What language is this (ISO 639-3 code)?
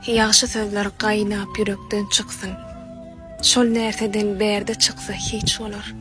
tuk